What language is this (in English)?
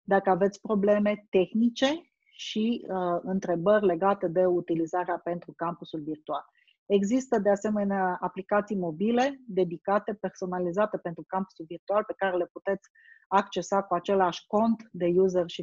Romanian